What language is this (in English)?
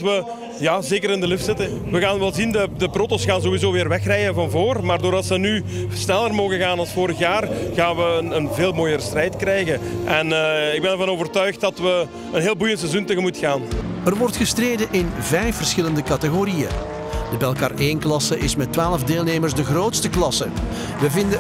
Dutch